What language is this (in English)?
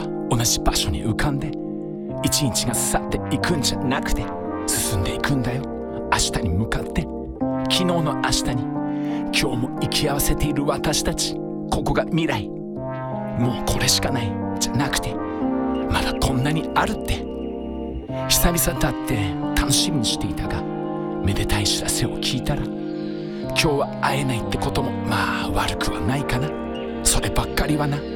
Japanese